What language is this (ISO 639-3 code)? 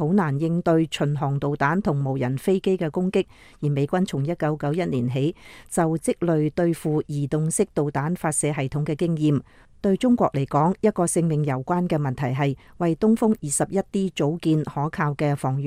yue